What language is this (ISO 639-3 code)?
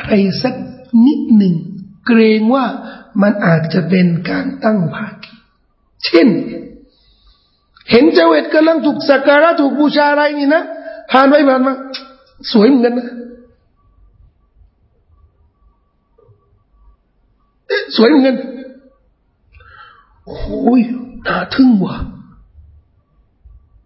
tha